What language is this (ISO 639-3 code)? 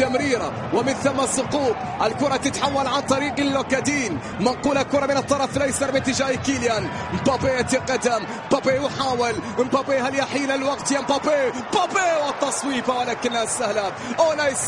ara